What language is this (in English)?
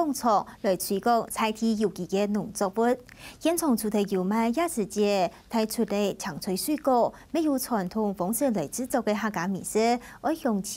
Hakka Chinese